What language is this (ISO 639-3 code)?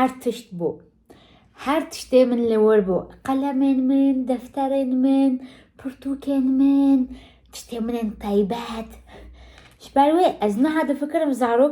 kur